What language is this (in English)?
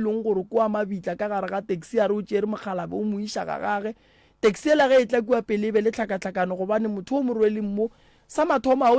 Northern Sotho